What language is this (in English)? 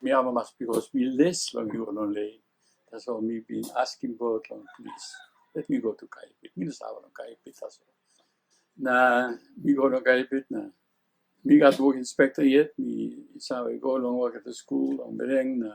Tok Pisin